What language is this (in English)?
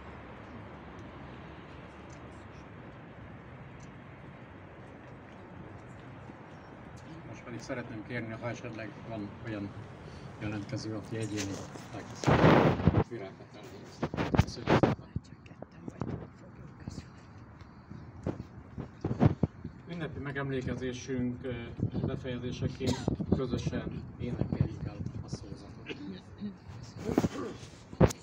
Hungarian